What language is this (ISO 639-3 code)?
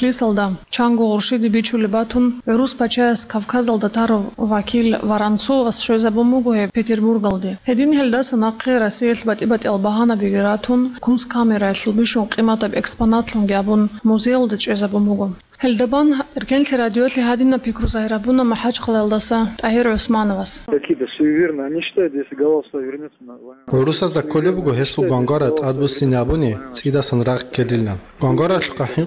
ava